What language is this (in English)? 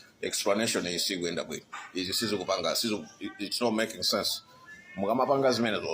Nyanja